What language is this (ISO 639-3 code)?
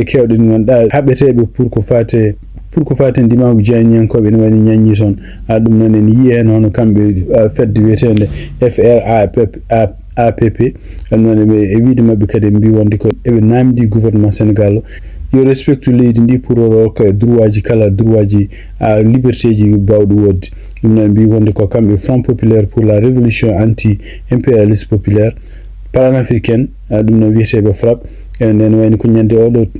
ful